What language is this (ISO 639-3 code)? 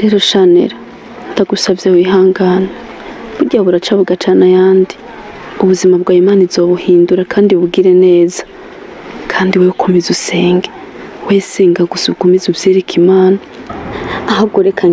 run